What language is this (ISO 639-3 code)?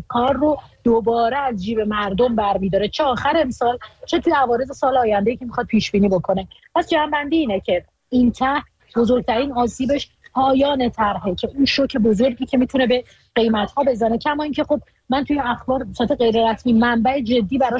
fas